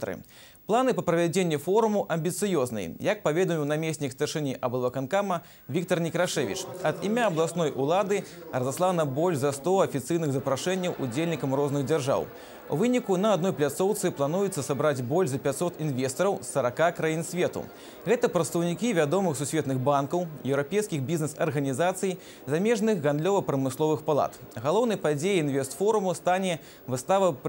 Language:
Belarusian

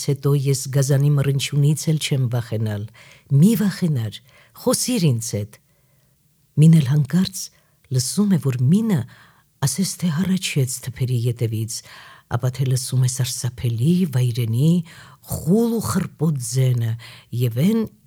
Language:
Armenian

